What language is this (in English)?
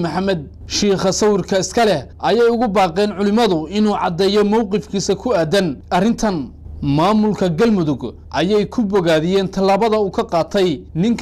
Somali